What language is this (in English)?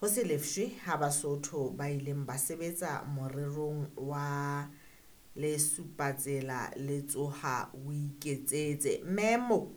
Southern Sotho